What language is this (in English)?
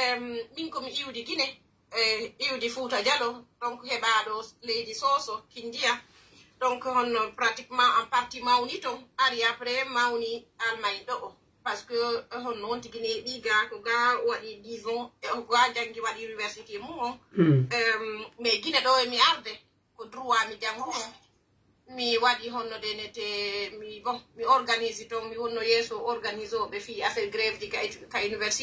Pular